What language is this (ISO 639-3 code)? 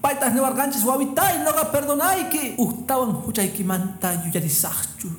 que